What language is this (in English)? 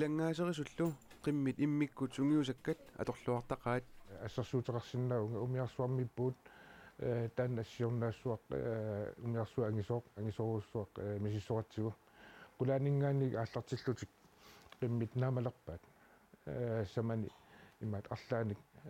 Kalaallisut